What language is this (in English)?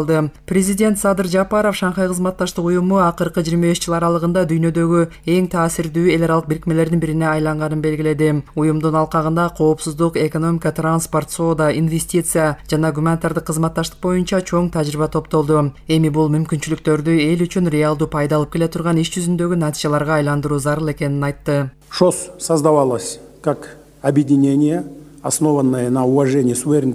Kyrgyz